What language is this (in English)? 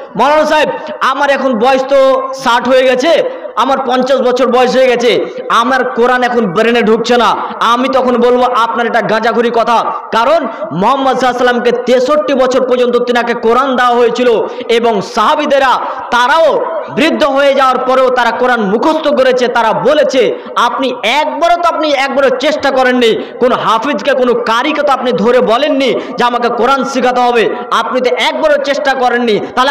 Bangla